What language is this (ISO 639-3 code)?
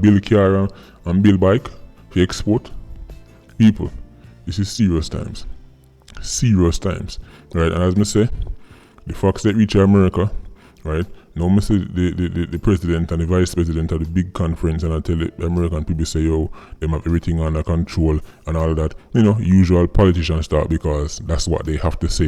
jam